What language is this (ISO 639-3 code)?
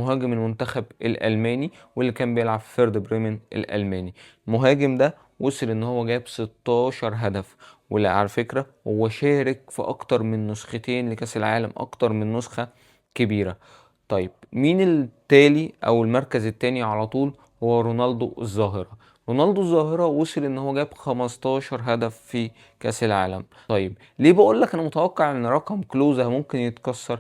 arz